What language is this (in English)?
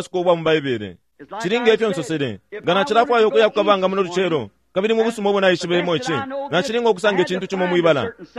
Bemba